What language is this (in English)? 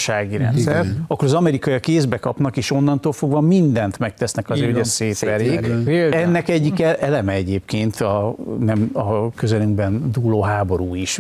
Hungarian